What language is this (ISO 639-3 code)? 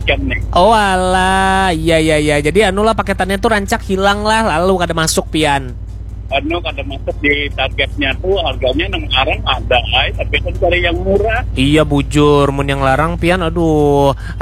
bjn